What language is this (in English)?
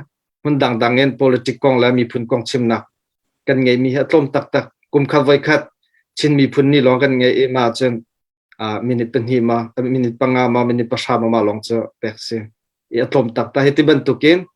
Hakha Chin